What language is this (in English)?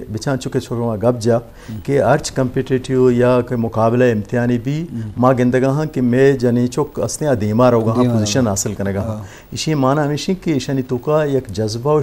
Eastern Balochi